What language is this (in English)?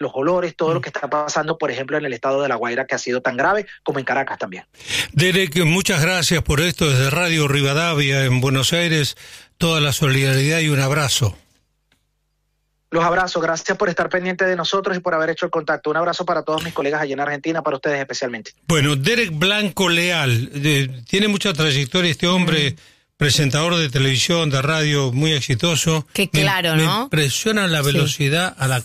Spanish